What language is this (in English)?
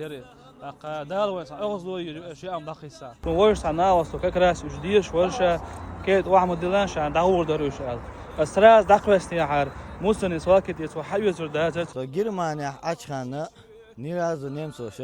Chechen